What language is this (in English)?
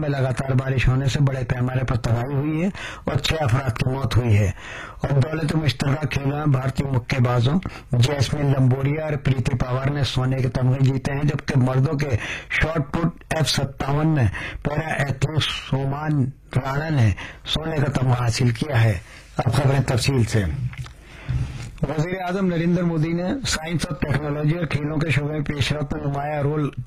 Urdu